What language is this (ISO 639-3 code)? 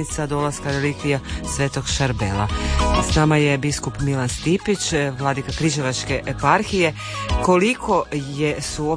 hrv